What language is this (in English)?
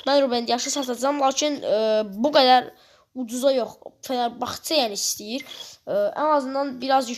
Azerbaijani